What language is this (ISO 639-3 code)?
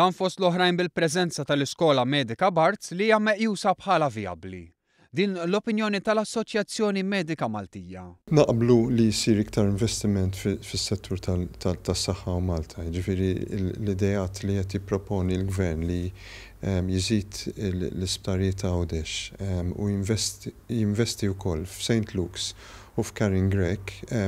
mlt